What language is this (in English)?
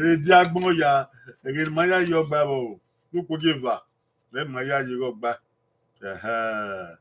Bini